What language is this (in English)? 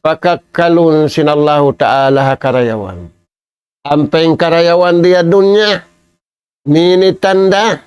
Tausug